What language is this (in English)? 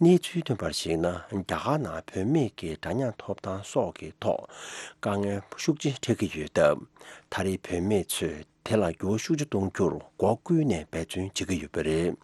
Tibetan